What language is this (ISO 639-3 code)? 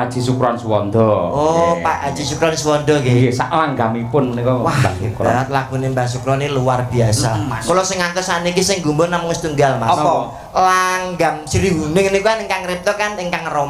jav